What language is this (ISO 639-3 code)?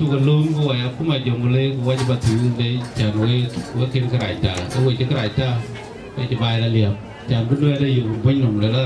din